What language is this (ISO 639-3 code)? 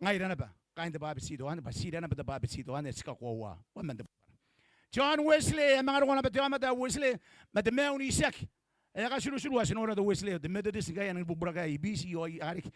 gil